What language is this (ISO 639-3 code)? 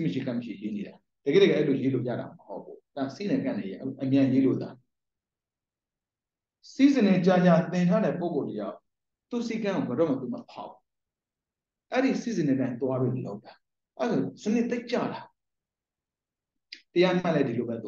mya